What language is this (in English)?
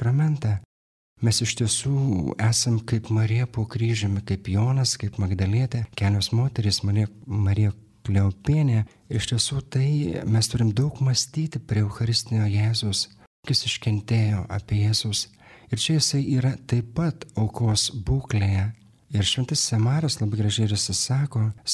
Lithuanian